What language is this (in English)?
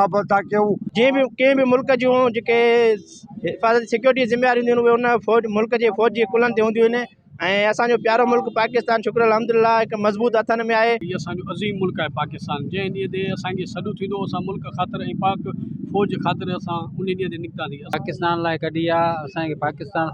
Sindhi